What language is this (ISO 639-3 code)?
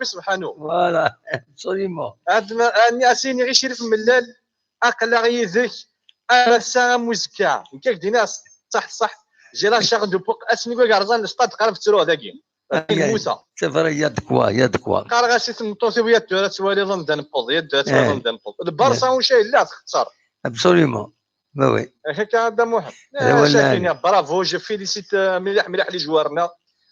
kab